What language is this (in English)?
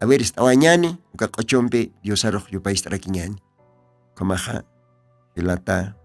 Aymara